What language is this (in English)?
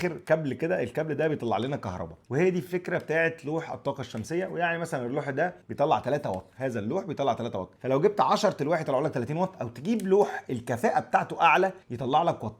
Egyptian Arabic